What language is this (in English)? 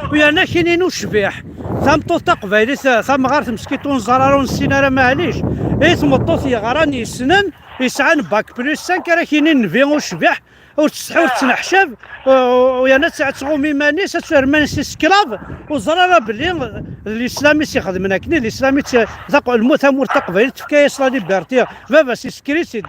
Kabyle